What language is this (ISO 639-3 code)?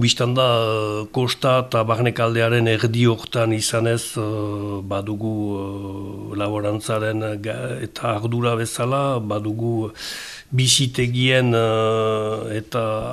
eus